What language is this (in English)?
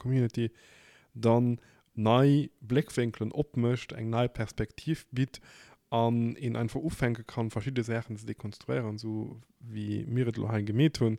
Luxembourgish